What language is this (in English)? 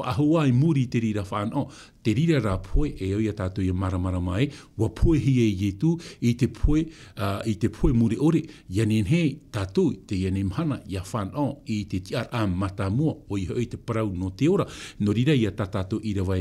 Tahitian